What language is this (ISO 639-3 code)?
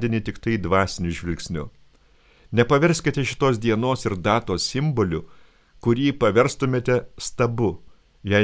lit